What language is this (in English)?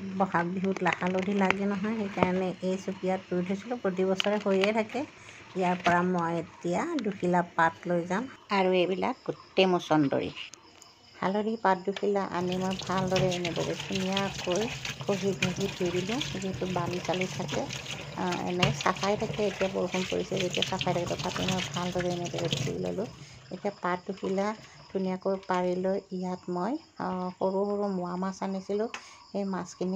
Assamese